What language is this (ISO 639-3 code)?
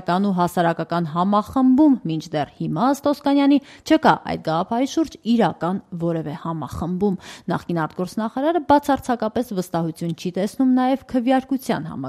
hye